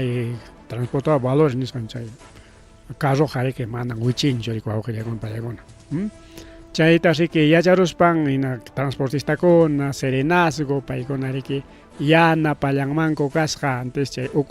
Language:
Ayacucho Quechua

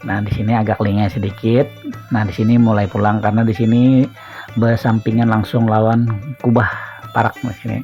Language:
Banjar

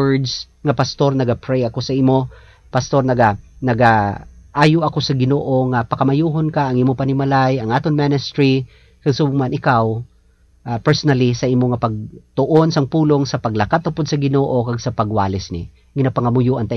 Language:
Hiligaynon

